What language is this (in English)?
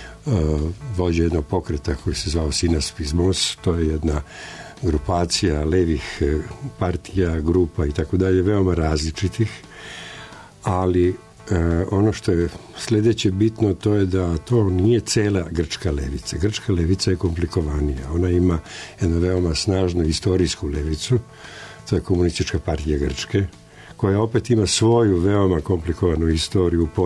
Serbian